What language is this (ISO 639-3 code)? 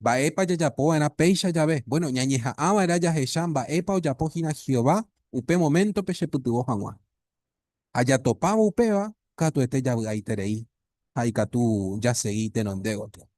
grn